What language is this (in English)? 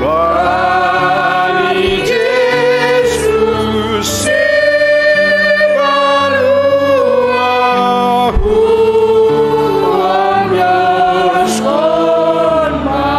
Batak Simalungun